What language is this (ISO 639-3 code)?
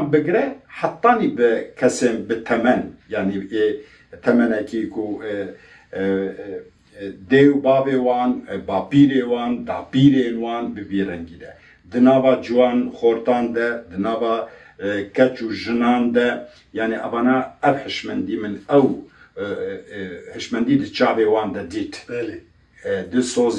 kur